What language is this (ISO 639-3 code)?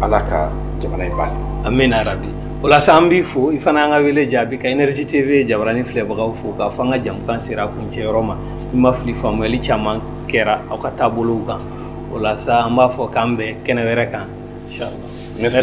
bam